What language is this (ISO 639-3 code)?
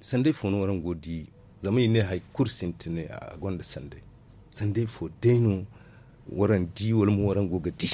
dje